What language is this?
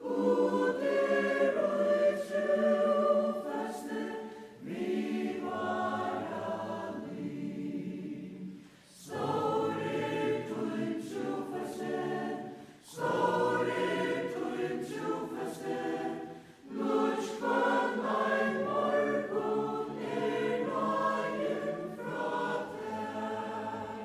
Faroese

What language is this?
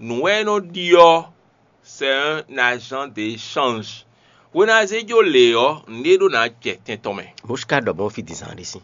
Fon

